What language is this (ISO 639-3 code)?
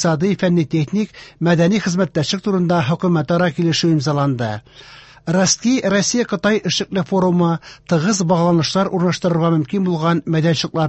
tat